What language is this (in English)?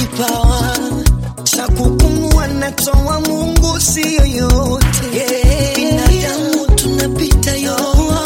Swahili